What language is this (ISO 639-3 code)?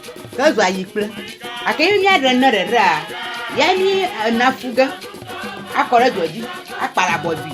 ewe